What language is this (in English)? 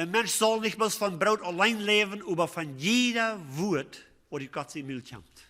Plautdietsch